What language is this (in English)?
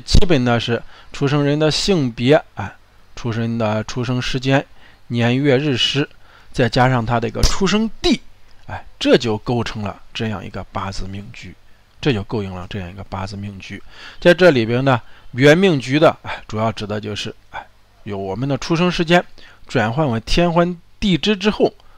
Chinese